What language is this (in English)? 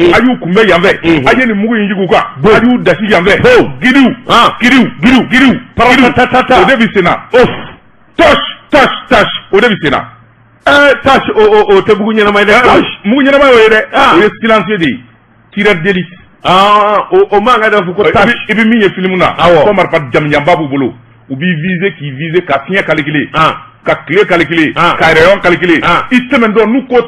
Bambara